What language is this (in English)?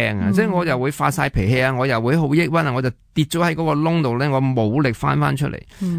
Cantonese